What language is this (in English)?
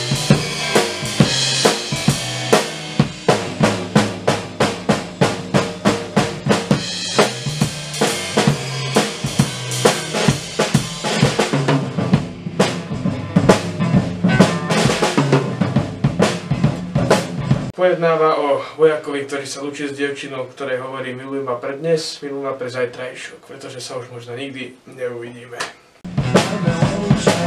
Slovak